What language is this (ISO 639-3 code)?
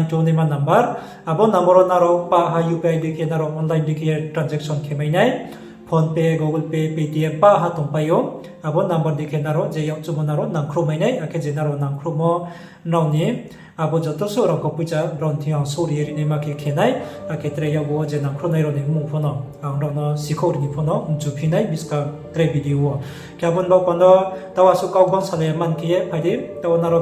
ria